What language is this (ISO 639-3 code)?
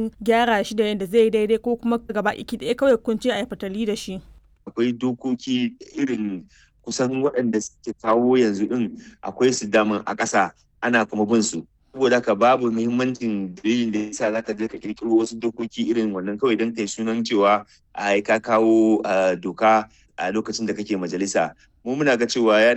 hau